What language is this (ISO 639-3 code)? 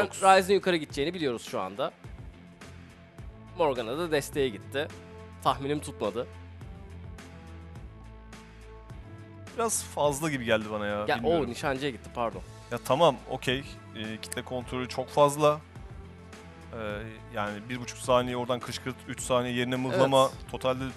tur